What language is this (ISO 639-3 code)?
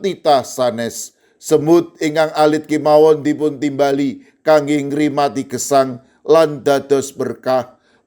jav